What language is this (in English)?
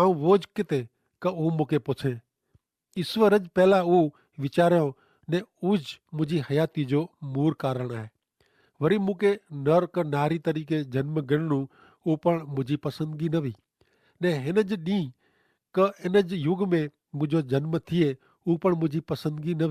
Kachhi